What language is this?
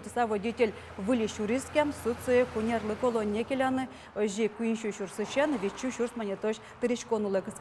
Udmurt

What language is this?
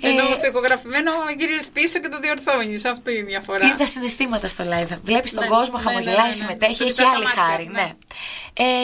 Greek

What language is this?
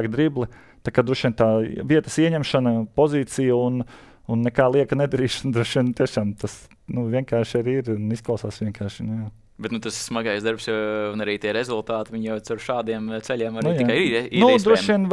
Latvian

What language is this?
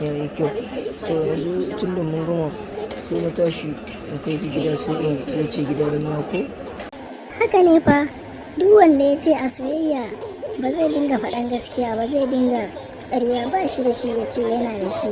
Hausa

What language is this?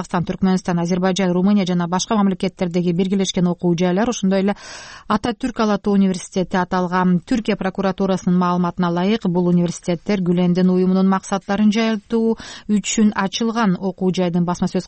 Kyrgyz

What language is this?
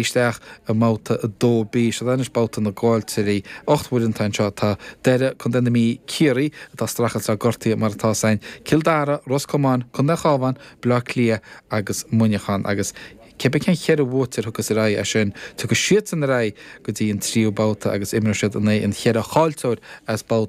Irish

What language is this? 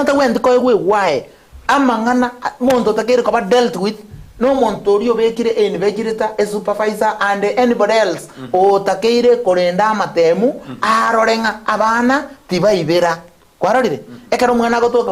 Gusii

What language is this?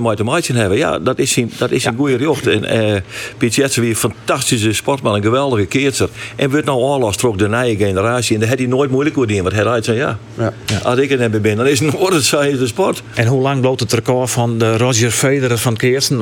Western Frisian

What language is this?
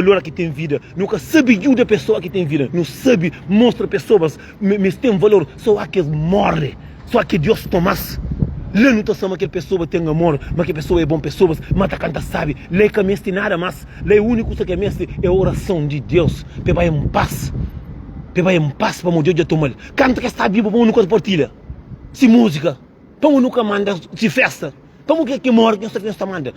Kabuverdianu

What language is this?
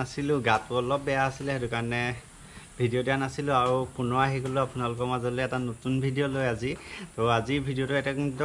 Assamese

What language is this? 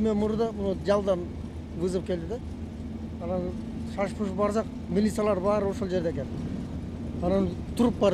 Kyrgyz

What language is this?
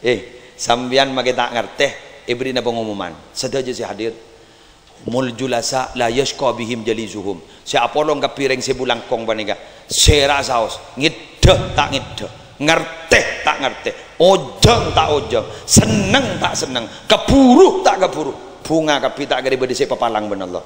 Madurese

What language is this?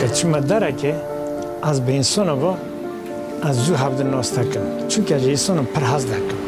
Kurdish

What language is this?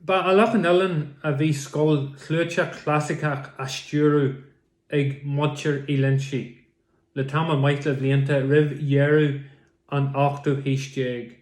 Irish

